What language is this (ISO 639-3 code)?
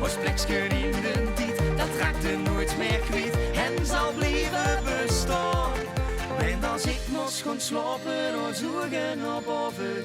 lim